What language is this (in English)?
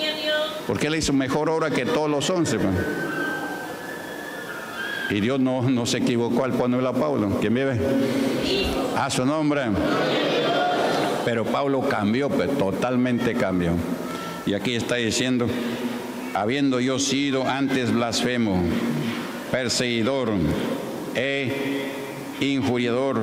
Spanish